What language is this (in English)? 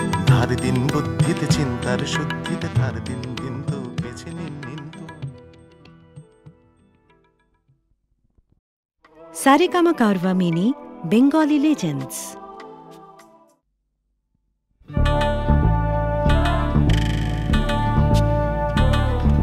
Bangla